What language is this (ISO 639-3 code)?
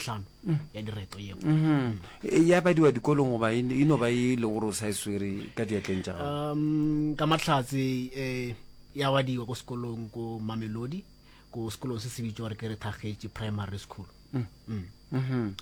nso